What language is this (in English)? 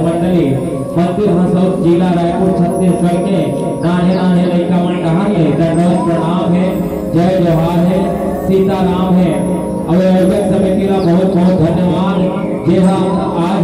Chhattisgarhi